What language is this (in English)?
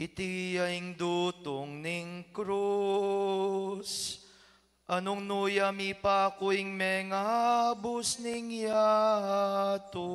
Pampanga